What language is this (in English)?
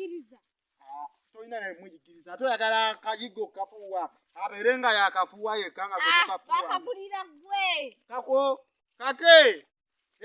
Ganda